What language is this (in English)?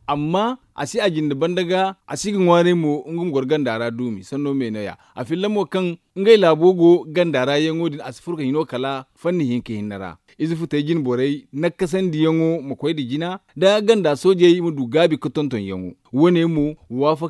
Zarma